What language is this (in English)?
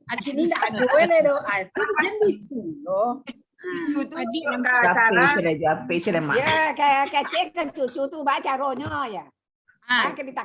Minangkabau